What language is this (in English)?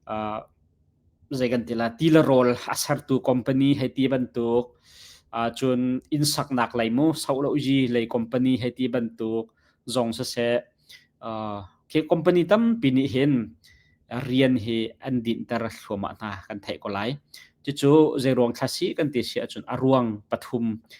Hakha Chin